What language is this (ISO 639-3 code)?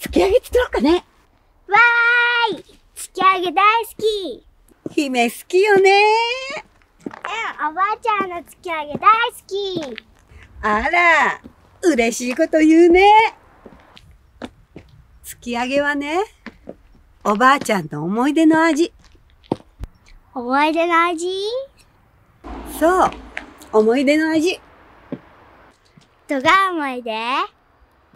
jpn